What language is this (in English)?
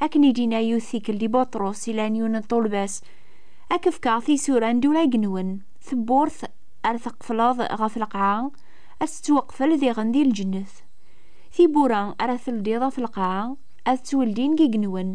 Kabyle